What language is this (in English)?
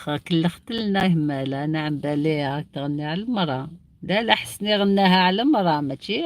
Algerian Arabic